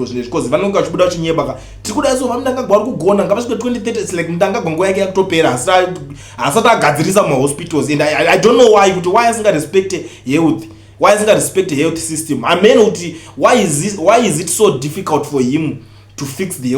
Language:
Shona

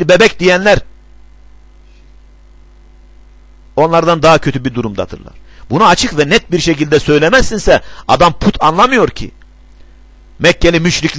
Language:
Turkish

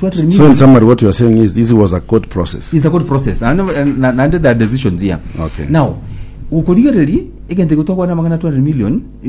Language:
Gusii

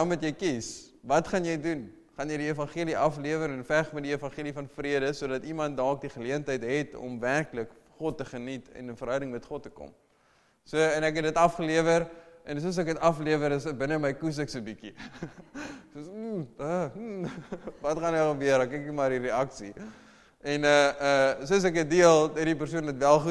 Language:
Afrikaans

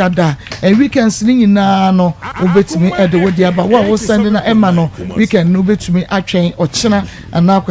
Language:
Akan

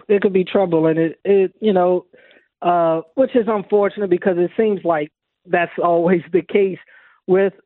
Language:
English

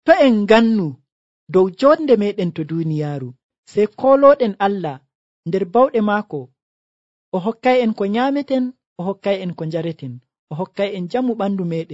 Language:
Nigerian Fulfulde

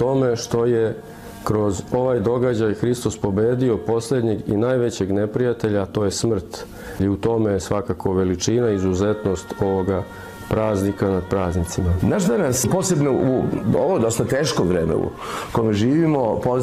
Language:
Serbian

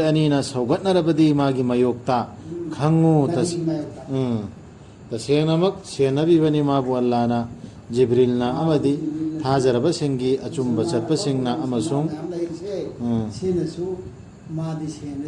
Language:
Manipuri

